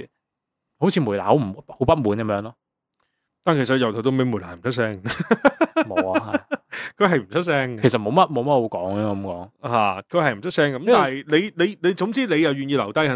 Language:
Cantonese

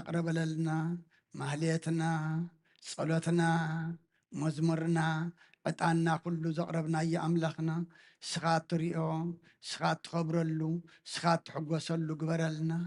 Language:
Tigrinya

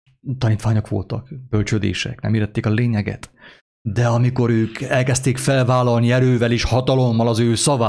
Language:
Hungarian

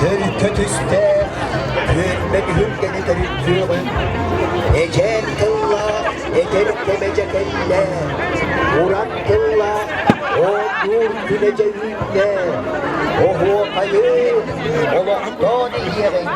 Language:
Yakut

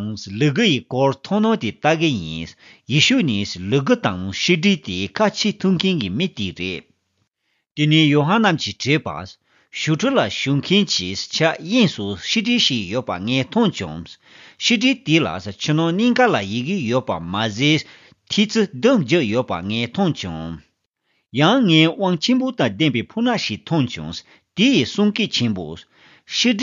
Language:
Tibetan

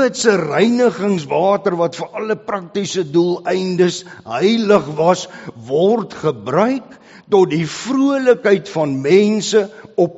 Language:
Afrikaans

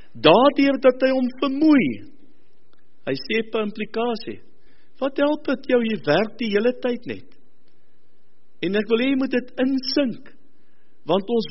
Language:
Afrikaans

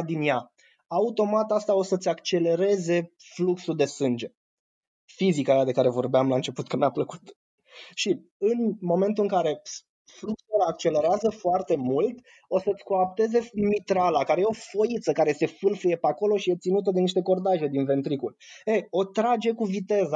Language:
Romanian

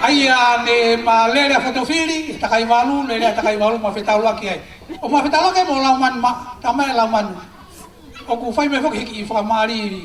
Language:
Tongan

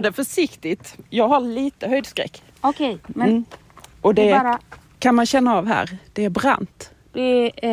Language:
Swedish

